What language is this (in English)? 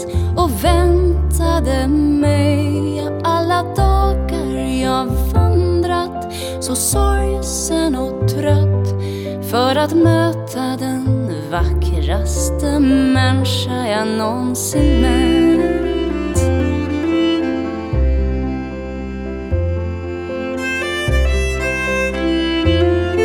Swedish